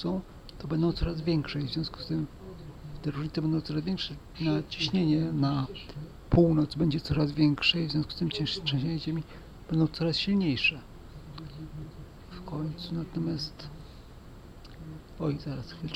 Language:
Polish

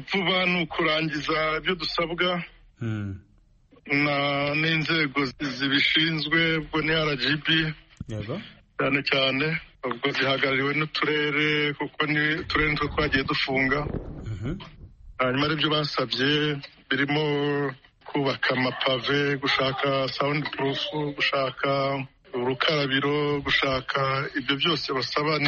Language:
Kinyarwanda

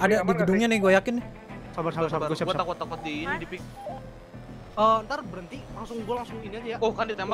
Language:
Indonesian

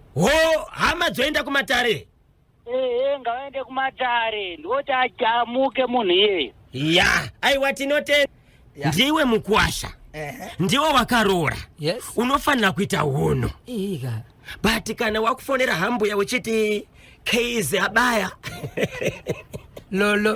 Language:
Shona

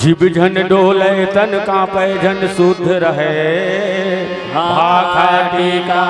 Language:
Chhattisgarhi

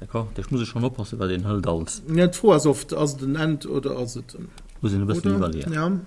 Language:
Luxembourgish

